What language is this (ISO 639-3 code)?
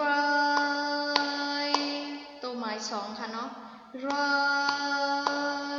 shn